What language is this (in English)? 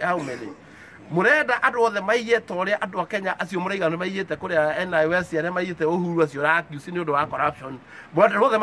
Kikuyu